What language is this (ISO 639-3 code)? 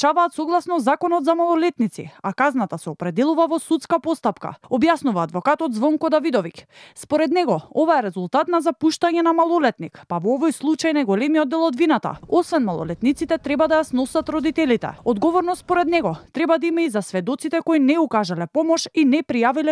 mkd